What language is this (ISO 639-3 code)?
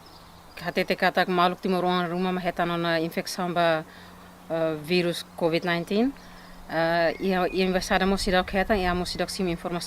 tet